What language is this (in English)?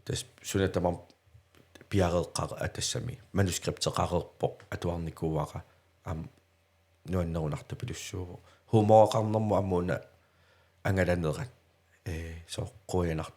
Kalaallisut